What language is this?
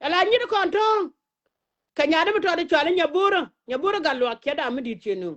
Nuer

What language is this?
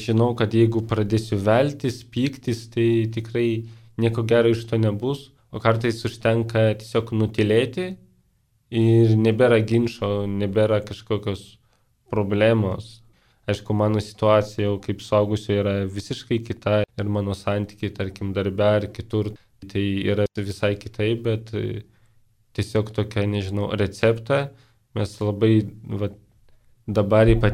Lithuanian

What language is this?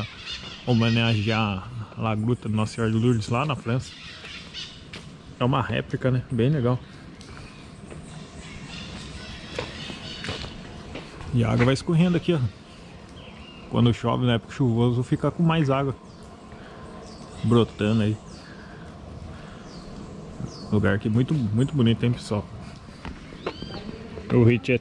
Portuguese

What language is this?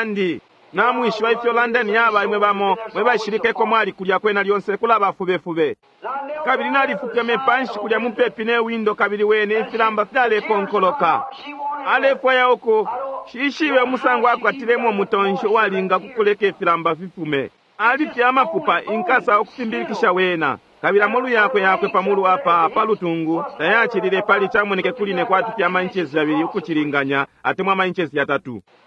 Bemba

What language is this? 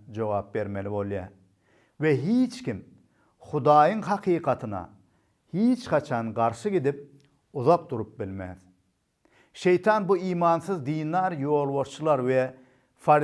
Turkmen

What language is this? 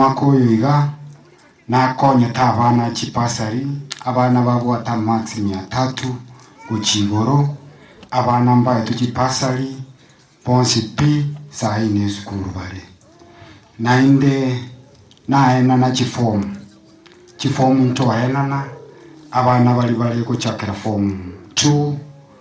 Gusii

